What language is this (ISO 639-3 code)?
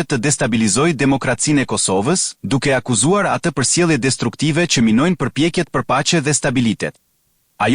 sqi